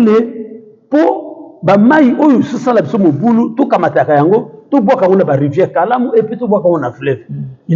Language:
Lingala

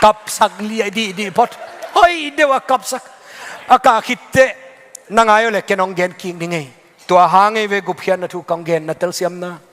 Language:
Tedim Chin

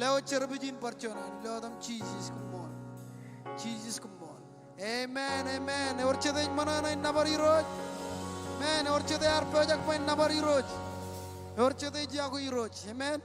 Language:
Marshallese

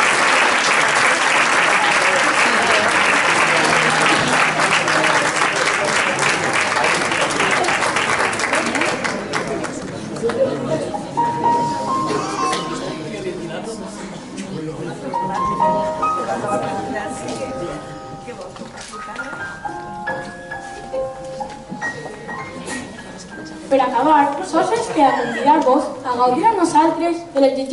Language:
Catalan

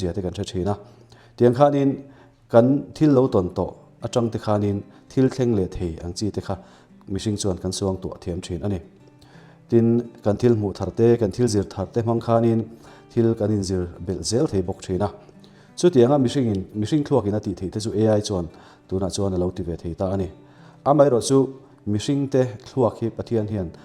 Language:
Mizo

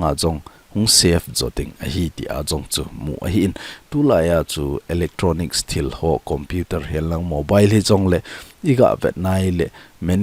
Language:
Thado Chin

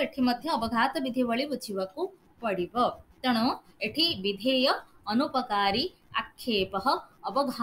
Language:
Odia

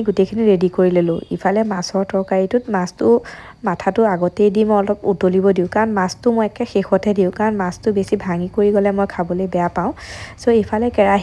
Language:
Assamese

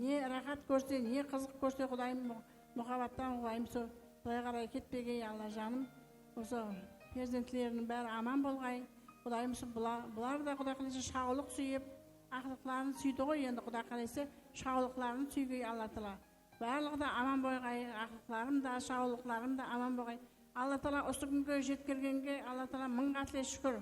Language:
Kara-Kalpak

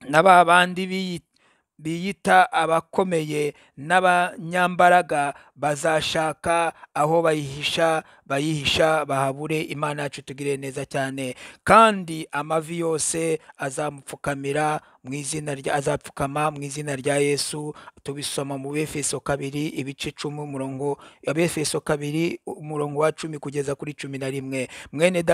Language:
Kinyarwanda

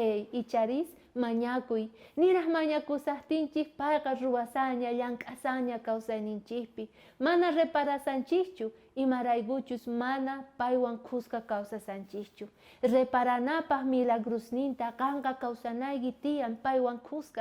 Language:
South Bolivian Quechua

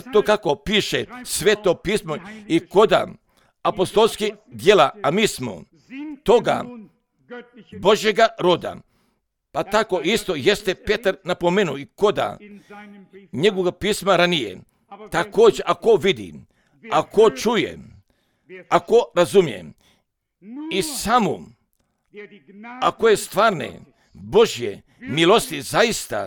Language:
Croatian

